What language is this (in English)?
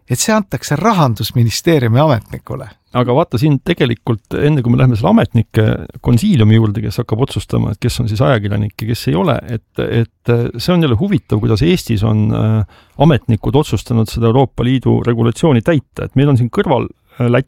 Estonian